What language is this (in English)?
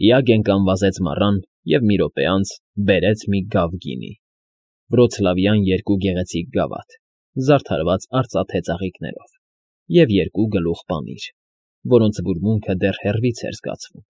Armenian